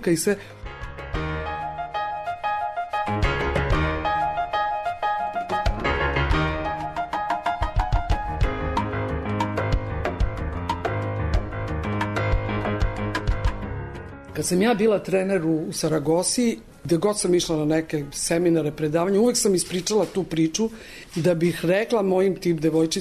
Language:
Serbian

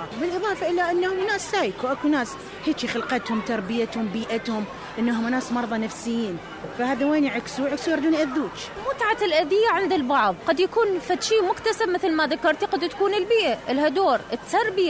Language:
Mesopotamian Arabic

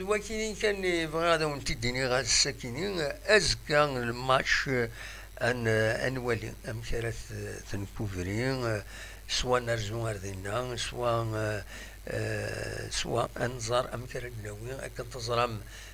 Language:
Kabyle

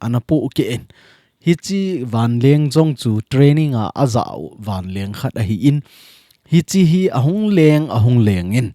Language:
Thado Chin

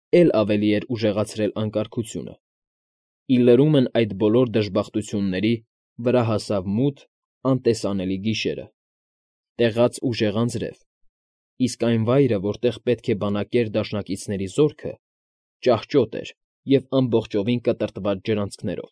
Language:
Armenian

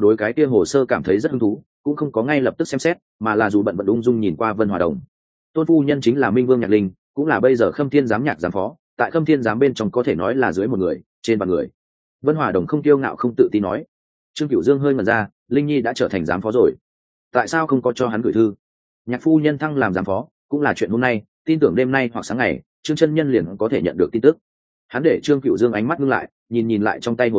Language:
Vietnamese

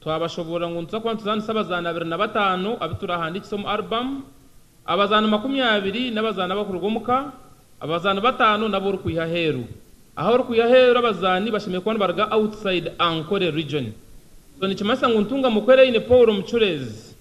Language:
Nyankole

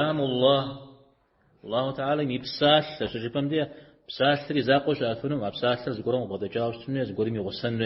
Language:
Kabardian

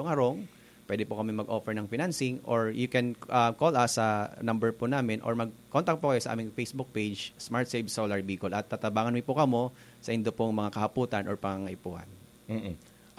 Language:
Bikol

